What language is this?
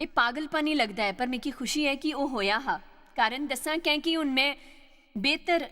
Dogri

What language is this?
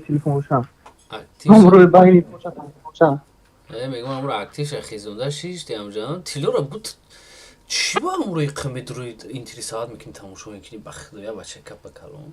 Tajik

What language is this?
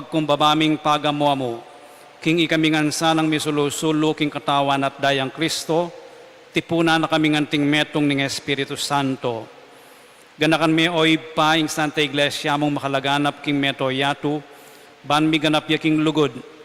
Pampanga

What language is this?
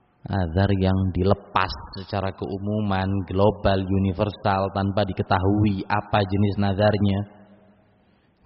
Indonesian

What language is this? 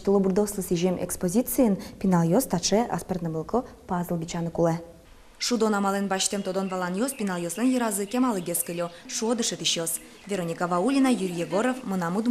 Udmurt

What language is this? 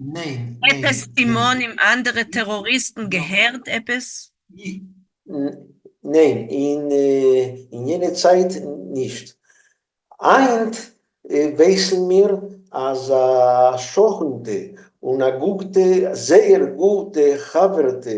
Yiddish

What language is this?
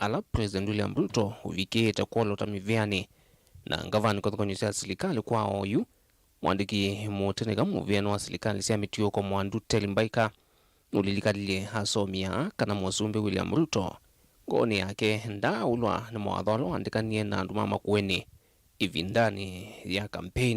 Kamba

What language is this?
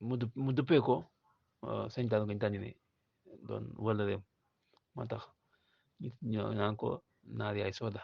Wolof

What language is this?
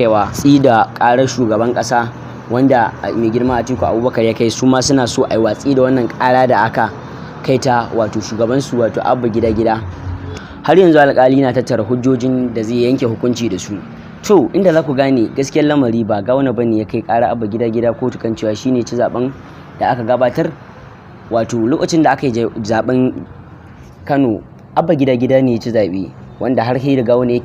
Hausa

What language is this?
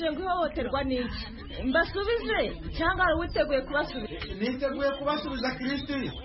Kinyarwanda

